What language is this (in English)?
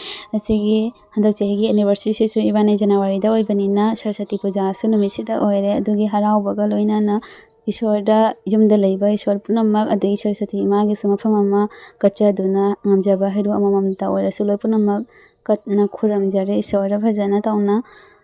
Manipuri